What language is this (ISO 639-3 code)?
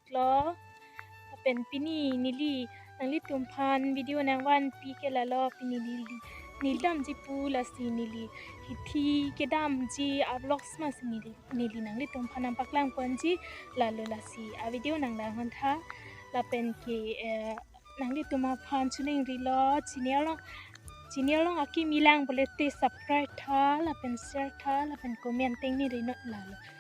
mjw